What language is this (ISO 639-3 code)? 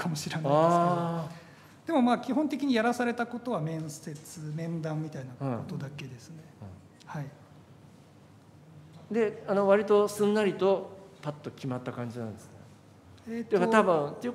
jpn